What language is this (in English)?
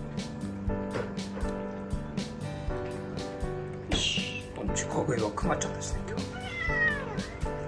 Japanese